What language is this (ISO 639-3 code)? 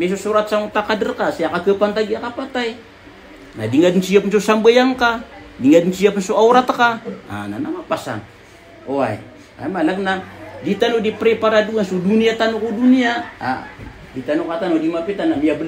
mrw